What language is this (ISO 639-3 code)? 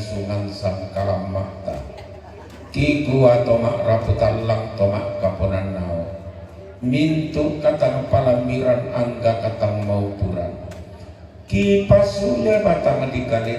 sda